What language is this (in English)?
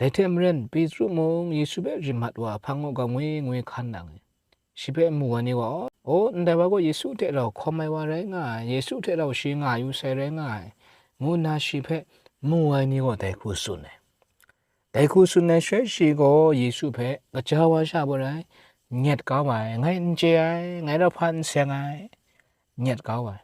Kachin